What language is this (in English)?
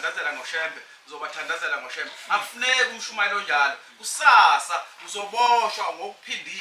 Zulu